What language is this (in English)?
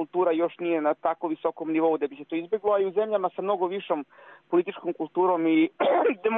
Bosnian